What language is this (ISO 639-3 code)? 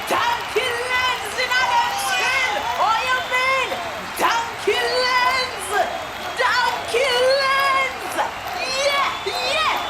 jam